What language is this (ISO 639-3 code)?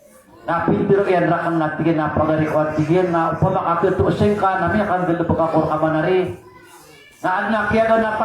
mrw